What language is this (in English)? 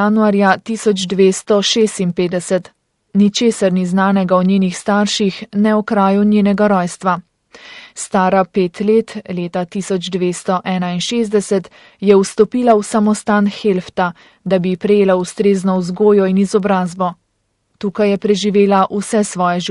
Slovenian